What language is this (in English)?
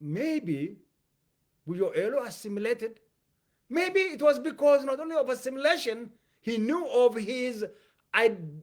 English